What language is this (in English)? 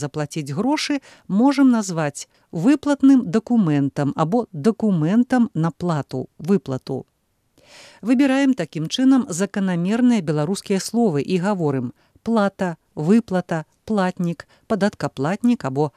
Belarusian